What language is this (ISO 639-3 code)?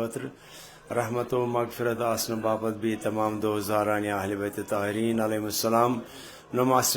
kas